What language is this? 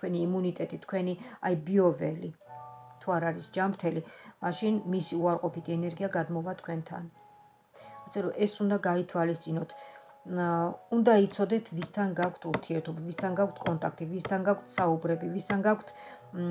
Georgian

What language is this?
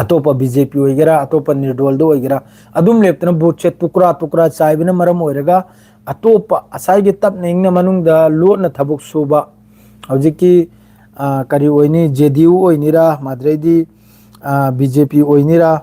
Manipuri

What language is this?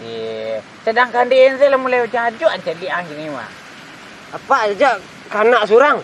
Minangkabau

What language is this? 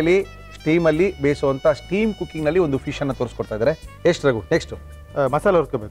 Kannada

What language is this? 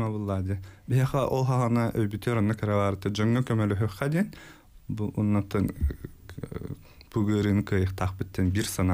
Yakut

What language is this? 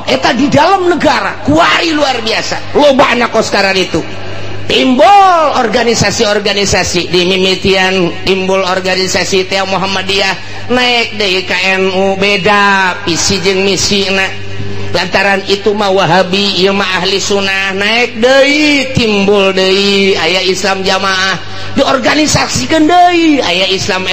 Sundanese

